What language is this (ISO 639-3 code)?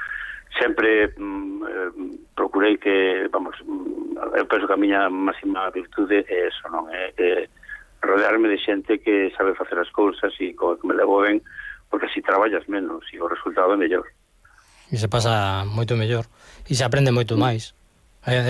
glg